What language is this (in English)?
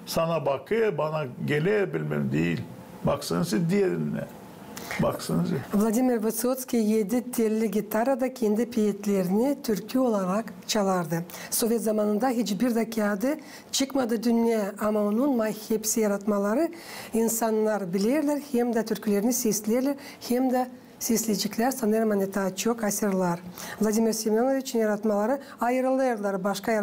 Gagauz